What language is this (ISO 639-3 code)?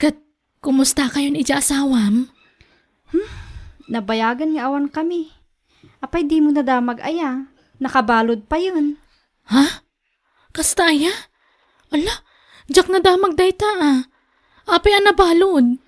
ilo